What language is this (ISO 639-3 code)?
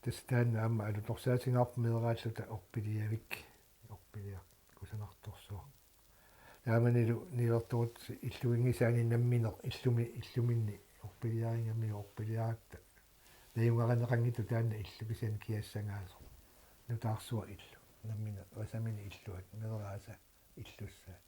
kal